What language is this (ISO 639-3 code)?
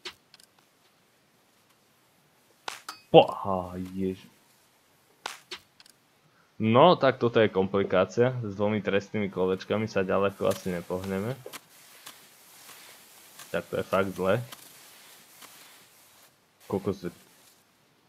slk